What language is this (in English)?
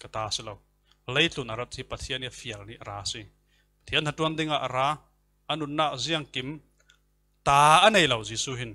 Falam Chin